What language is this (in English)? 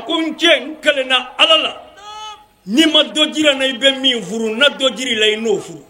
Bambara